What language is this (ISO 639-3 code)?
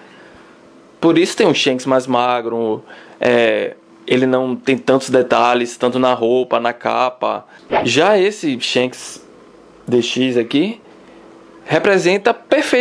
por